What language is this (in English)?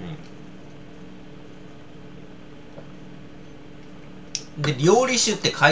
Japanese